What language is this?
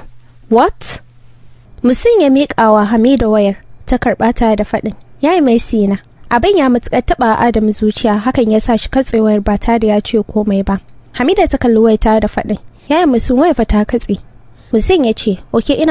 Hausa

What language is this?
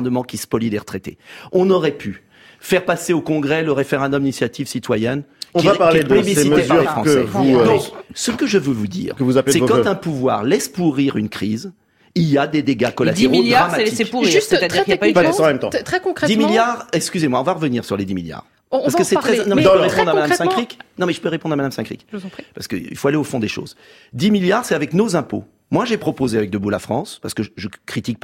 French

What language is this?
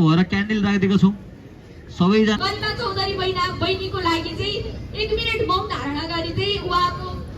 Nepali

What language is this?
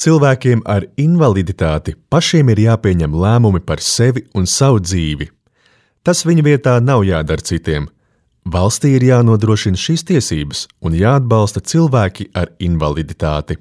Latvian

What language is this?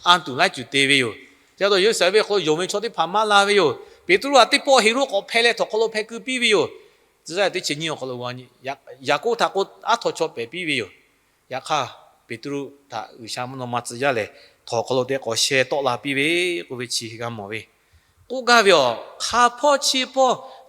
Lahu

